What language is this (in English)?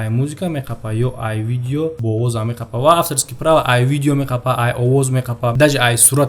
Tajik